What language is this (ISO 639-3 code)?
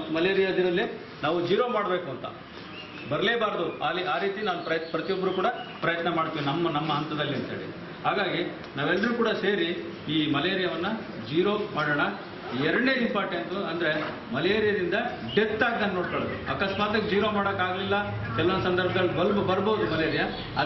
kan